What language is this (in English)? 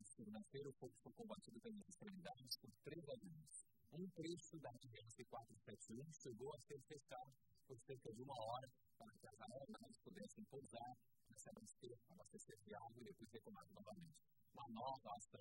Portuguese